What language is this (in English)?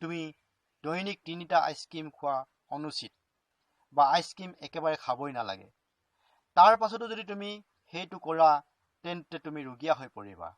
Assamese